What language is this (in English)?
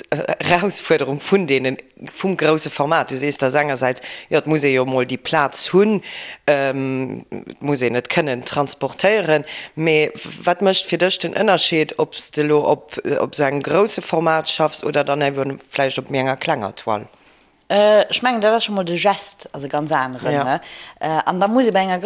Luxembourgish